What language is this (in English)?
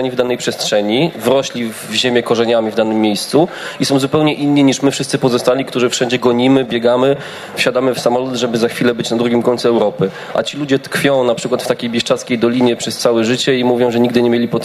Polish